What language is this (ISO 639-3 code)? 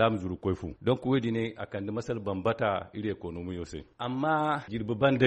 dje